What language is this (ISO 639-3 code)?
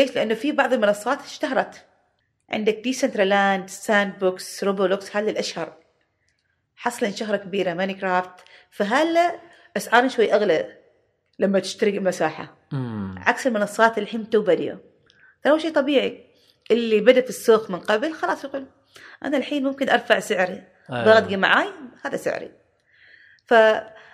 afb